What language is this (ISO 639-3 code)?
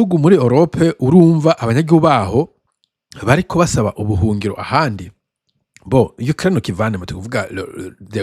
run